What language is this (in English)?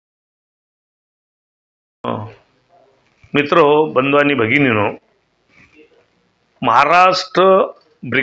Marathi